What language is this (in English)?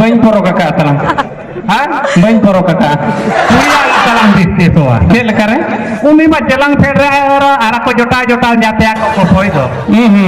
Santali